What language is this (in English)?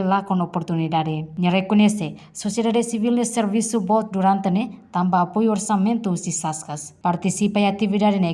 Tetum